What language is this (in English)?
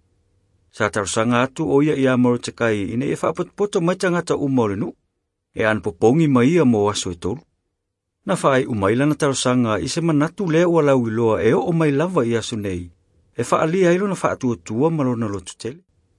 Samoan